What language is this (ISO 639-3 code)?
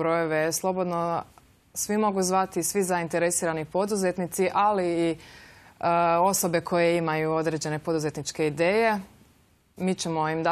hrv